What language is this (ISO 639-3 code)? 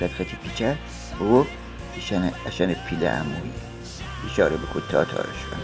glk